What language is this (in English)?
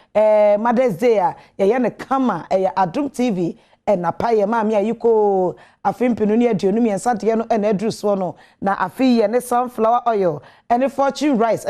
Akan